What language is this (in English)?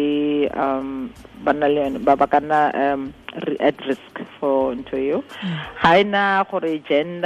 Tswana